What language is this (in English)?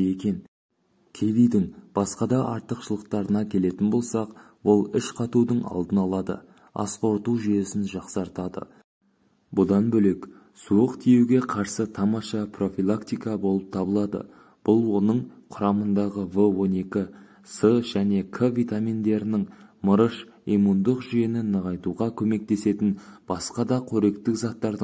Kazakh